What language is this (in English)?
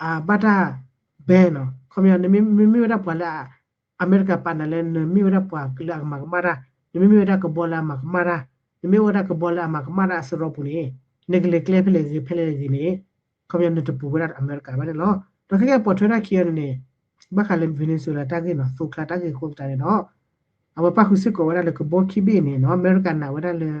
S'gaw Karen